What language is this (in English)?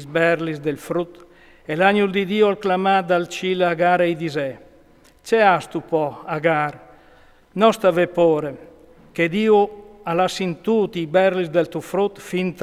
Friulian